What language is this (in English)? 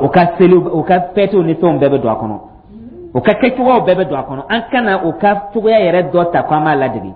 Dyula